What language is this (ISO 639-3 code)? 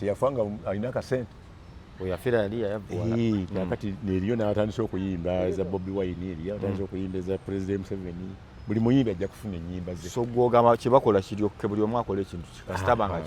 lug